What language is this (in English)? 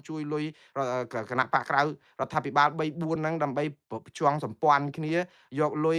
Khmer